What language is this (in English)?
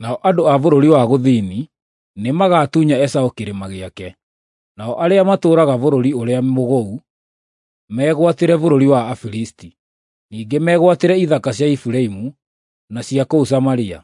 Kikuyu